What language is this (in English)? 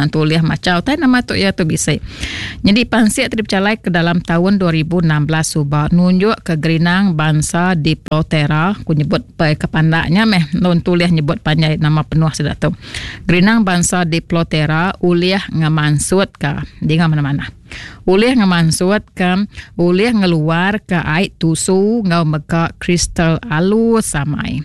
Iban